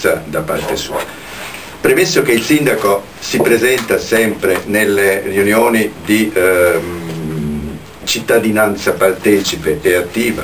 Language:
Italian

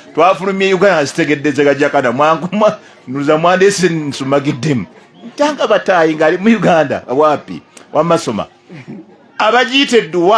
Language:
Ganda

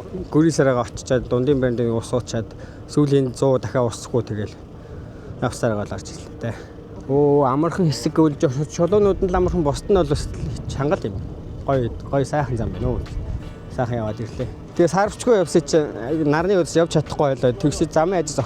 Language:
Mongolian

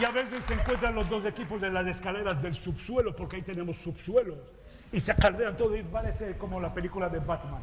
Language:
Ladino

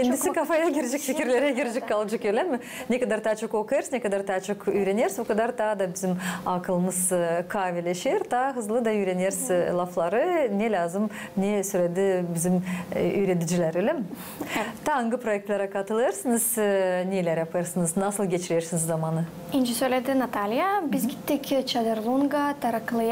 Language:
Gagauz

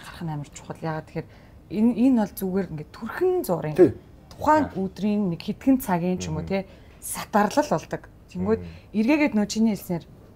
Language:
Mongolian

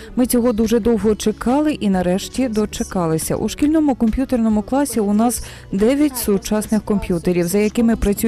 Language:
Ukrainian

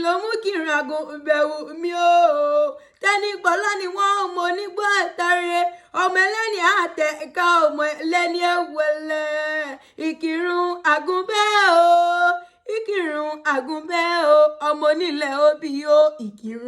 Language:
Yoruba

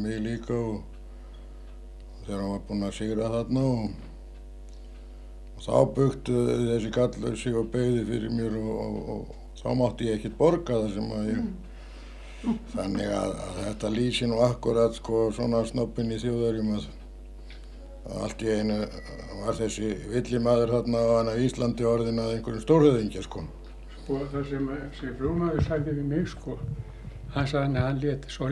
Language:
Icelandic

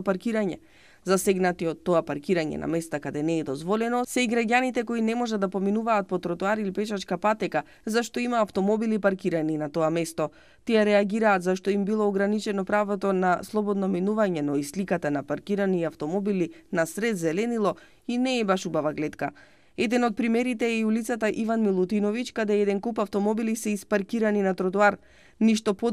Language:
Macedonian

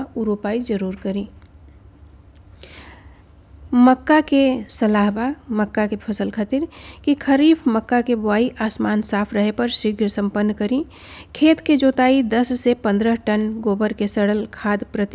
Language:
Bhojpuri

